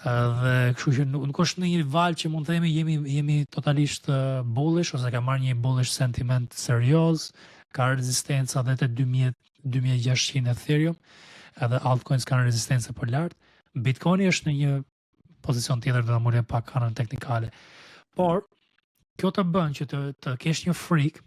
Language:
Albanian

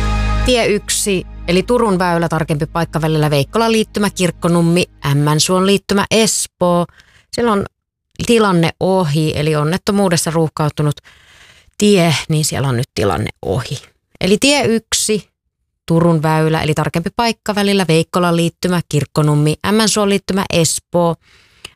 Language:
Finnish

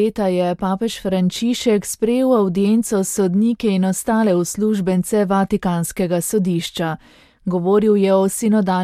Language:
Slovenian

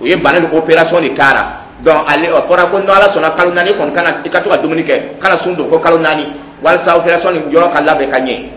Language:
Dyula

